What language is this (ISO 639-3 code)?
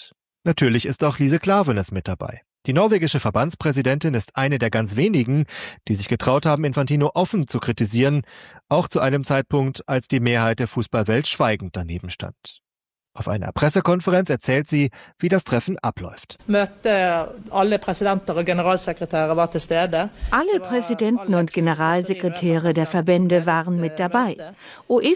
deu